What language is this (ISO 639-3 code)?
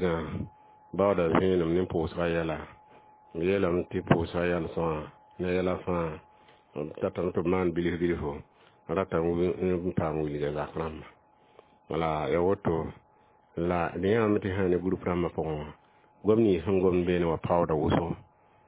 mos